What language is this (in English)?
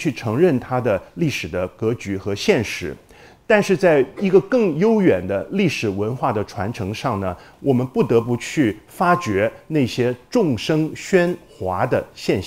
Chinese